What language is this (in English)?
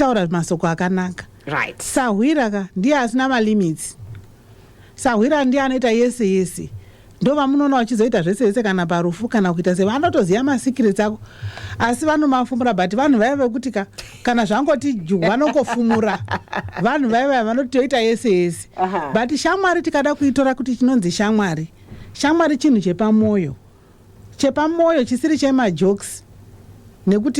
Shona